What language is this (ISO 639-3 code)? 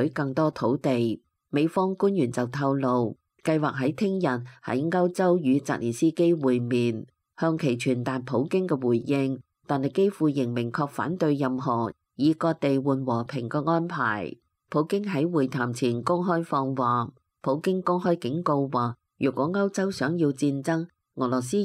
yue